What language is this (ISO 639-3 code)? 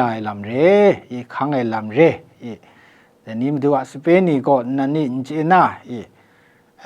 kac